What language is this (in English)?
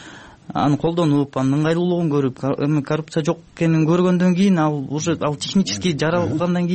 Kyrgyz